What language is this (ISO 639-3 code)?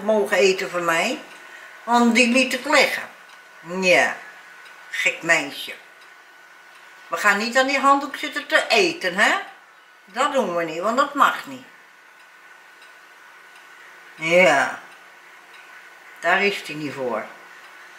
nld